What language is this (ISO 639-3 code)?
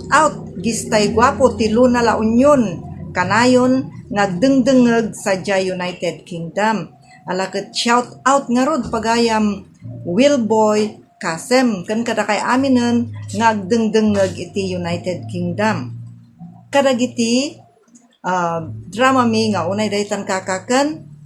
ilo